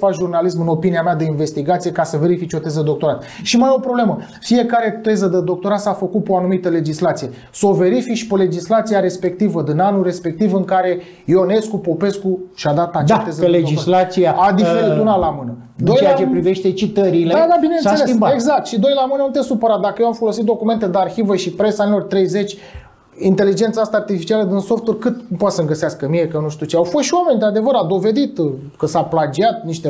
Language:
Romanian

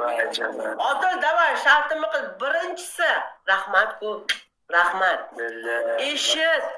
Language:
Uzbek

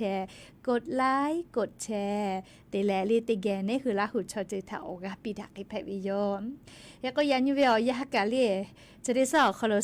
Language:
Lahu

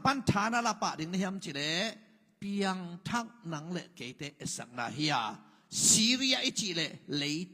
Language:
Tedim Chin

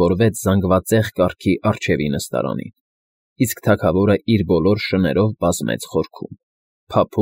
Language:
Armenian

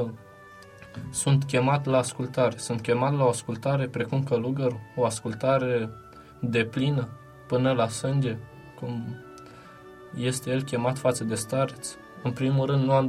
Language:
Romanian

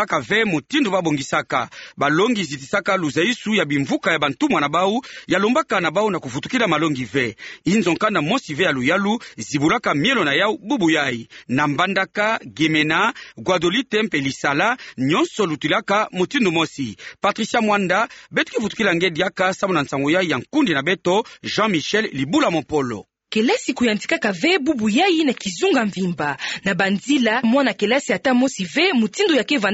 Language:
Kituba (Democratic Republic of Congo)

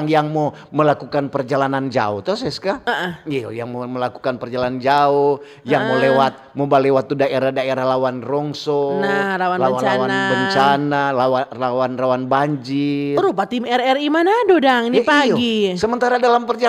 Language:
Manado Malay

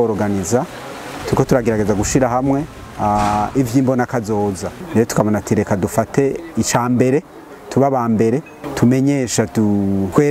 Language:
Rundi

